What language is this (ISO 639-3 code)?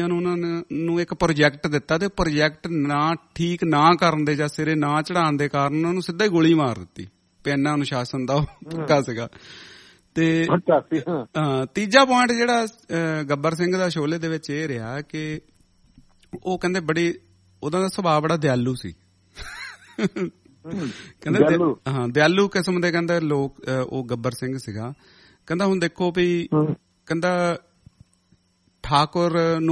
pan